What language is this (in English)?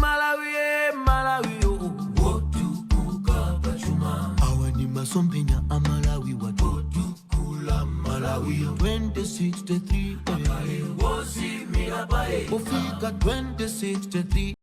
Nyanja